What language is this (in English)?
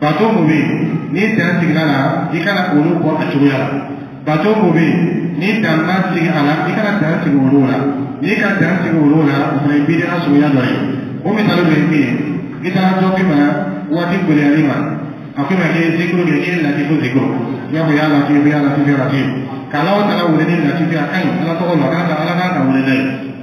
Dyula